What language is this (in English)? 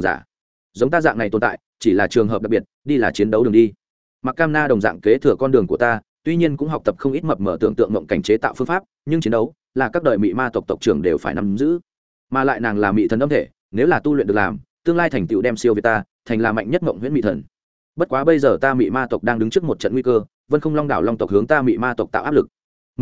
Vietnamese